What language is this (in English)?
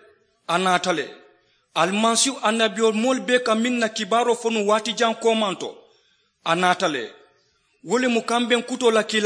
Mandingo